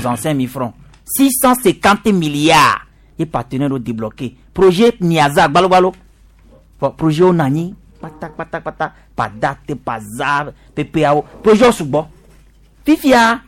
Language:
Gen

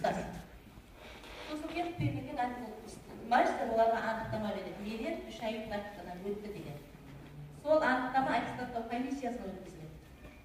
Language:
Kazakh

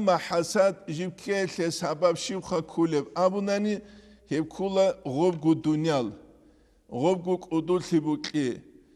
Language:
Avaric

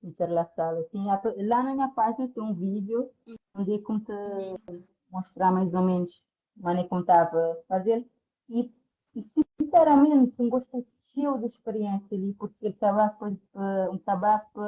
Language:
Kabuverdianu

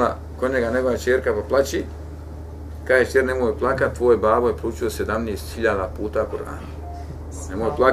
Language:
Bosnian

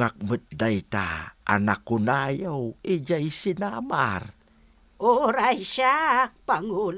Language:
Iloko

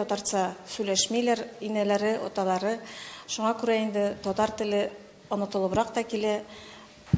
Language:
Tatar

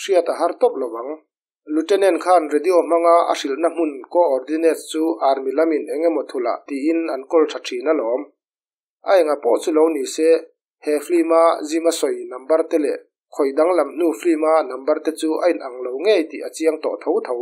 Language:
Mizo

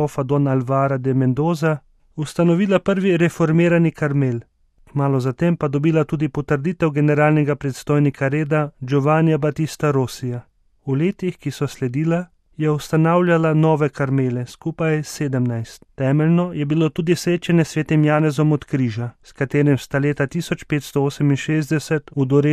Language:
Slovenian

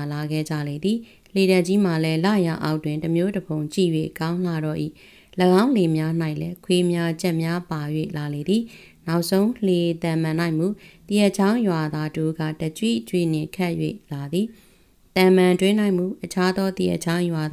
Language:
Burmese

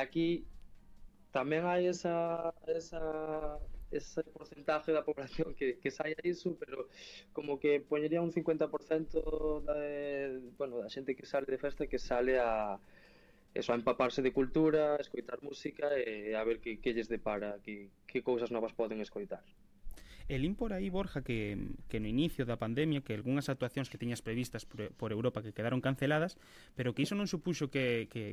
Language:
Galician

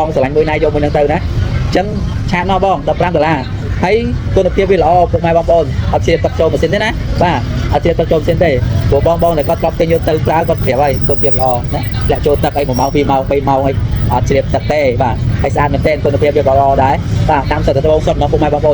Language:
Khmer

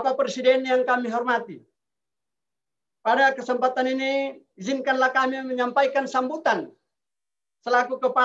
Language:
Indonesian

